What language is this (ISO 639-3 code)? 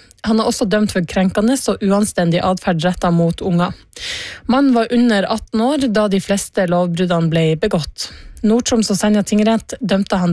nor